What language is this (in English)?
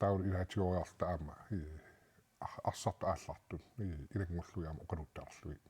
Kalaallisut